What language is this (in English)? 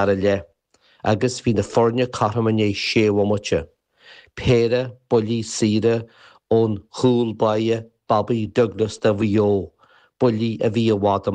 Irish